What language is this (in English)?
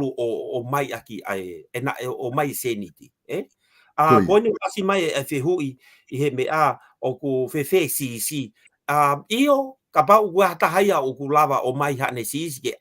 Tongan